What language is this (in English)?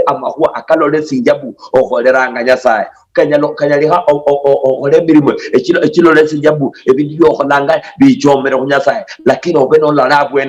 Luyia